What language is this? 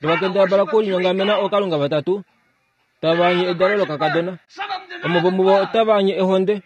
Kuanyama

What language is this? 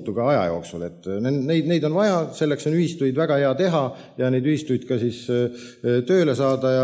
Estonian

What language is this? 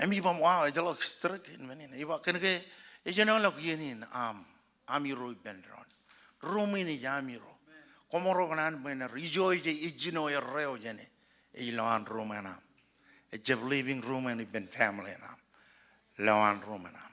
Marshallese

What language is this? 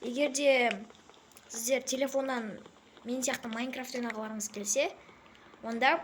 Kazakh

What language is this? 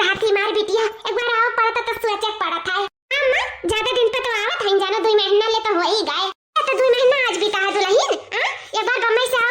Awadhi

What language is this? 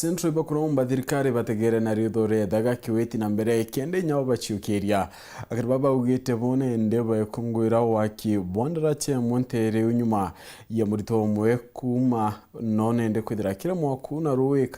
Meru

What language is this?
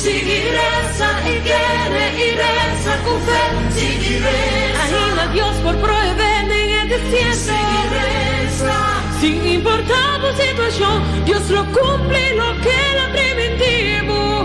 Papiamento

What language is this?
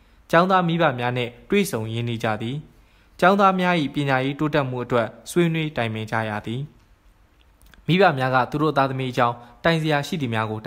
Burmese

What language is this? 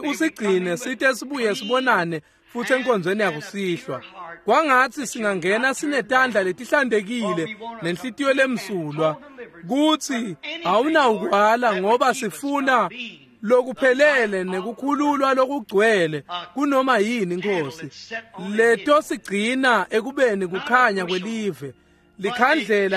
Swati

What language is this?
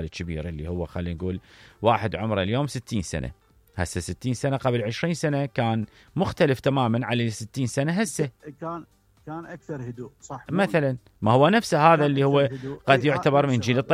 Mesopotamian Arabic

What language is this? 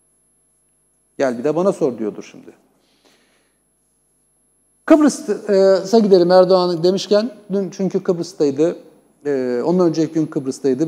Turkish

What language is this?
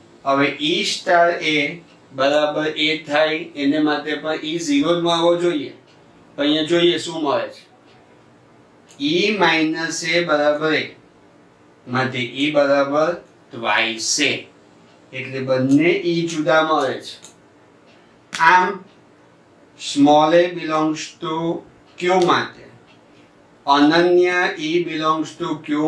Gujarati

